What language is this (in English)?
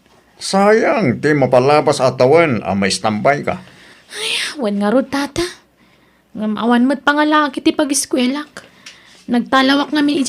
Iloko